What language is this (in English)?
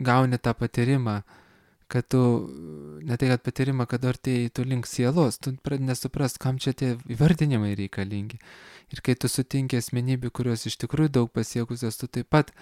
Lithuanian